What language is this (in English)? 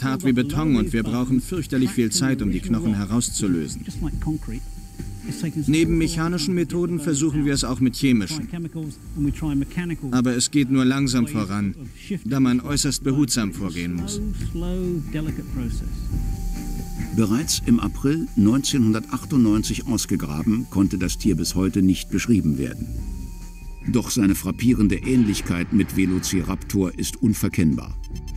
German